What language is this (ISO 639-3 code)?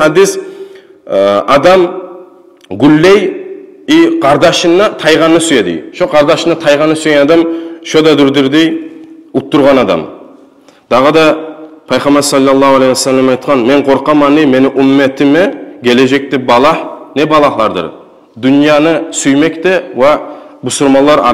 kum